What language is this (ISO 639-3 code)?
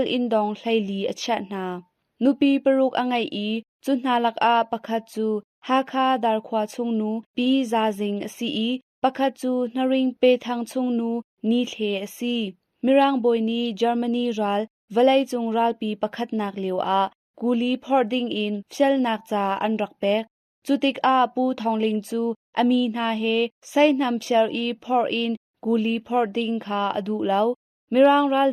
cnh